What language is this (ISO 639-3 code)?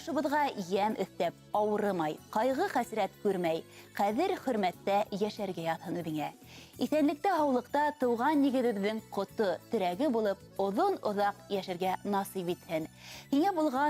bak